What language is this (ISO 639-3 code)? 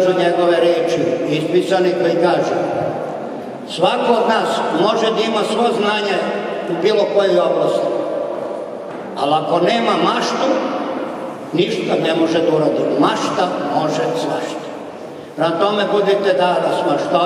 srp